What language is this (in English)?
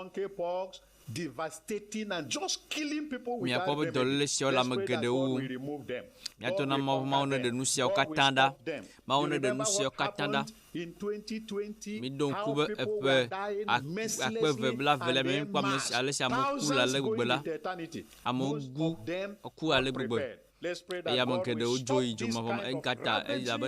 Ewe